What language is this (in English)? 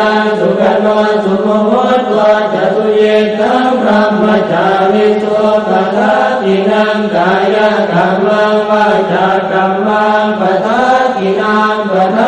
Pali